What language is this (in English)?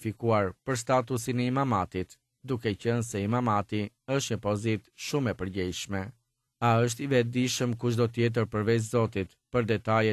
Albanian